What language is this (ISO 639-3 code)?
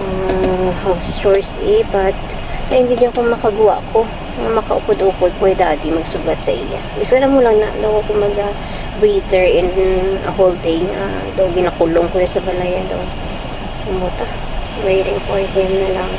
hil